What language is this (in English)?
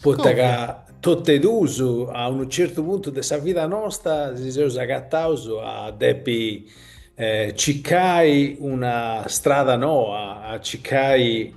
Sardinian